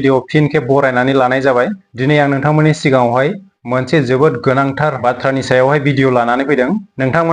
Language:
Bodo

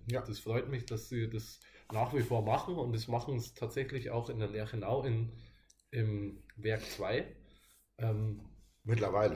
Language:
German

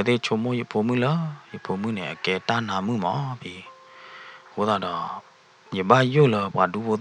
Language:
S'gaw Karen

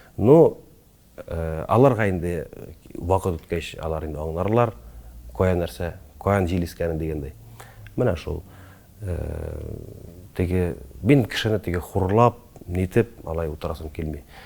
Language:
Tatar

